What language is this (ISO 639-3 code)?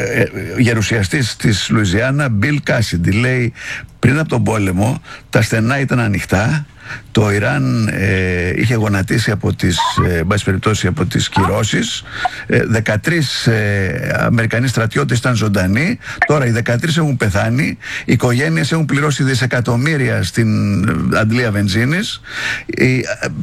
ell